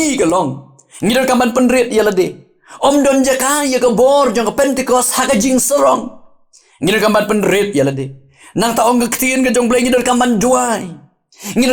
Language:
Khasi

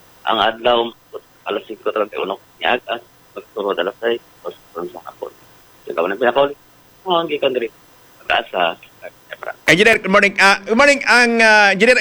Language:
Hiligaynon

